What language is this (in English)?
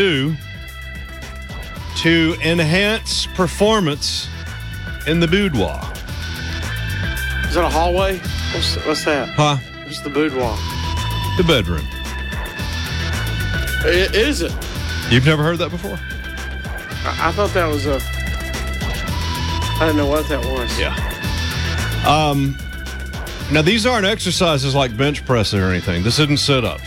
English